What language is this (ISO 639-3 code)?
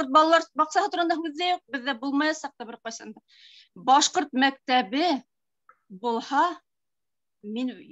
bak